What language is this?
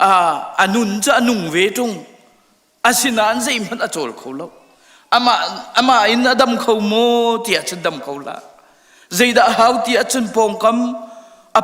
Hakha Chin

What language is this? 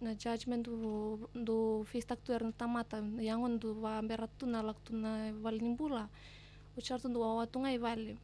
Fijian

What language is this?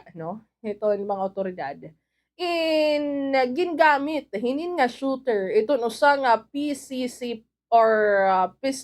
Waray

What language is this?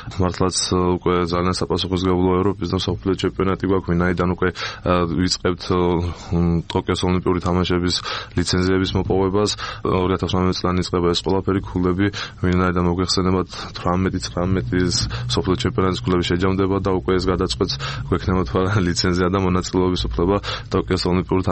Georgian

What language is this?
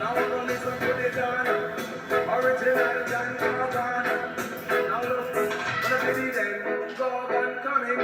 Jamaican Creole English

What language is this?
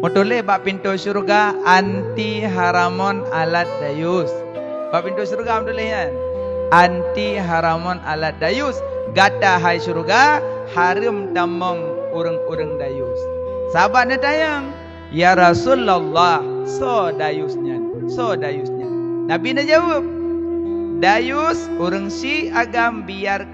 Achinese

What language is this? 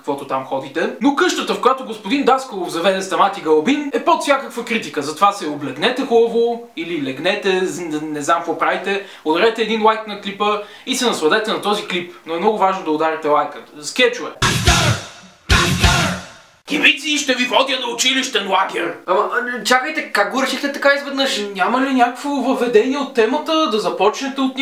Bulgarian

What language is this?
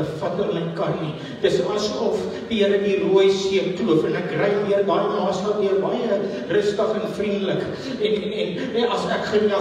Afrikaans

